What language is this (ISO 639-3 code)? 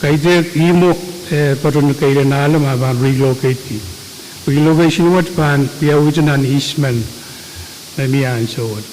pon